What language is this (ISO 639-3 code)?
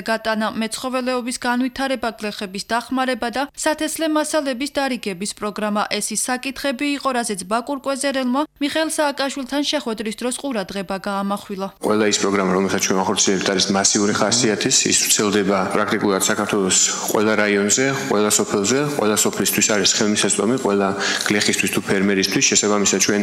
kat